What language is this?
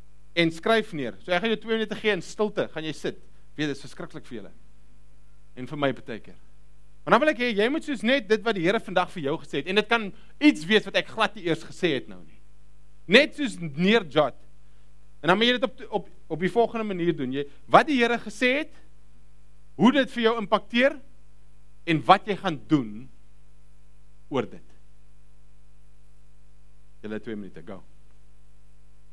Afrikaans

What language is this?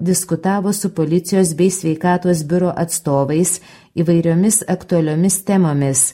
Lithuanian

